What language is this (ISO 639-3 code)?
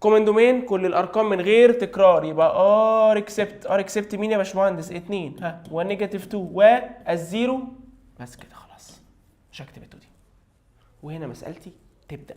arz